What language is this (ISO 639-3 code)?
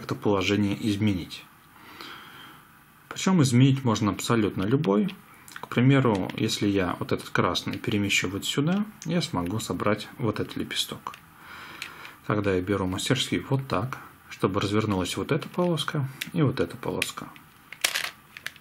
rus